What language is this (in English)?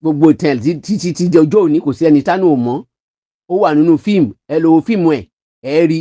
Yoruba